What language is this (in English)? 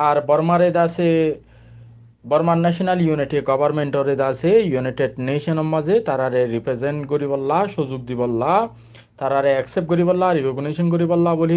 Rohingya